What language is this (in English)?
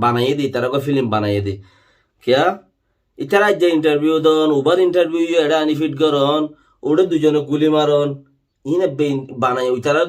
Rohingya